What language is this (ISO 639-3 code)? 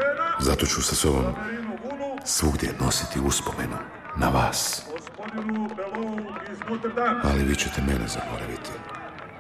hrv